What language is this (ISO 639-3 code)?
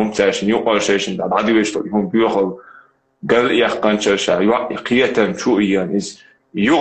che